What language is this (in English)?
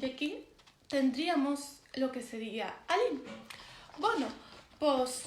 Asturian